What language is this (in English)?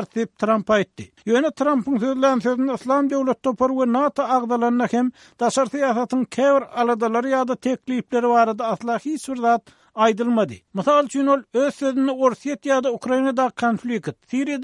Turkmen